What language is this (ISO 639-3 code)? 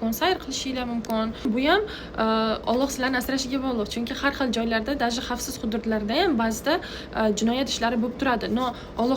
uzb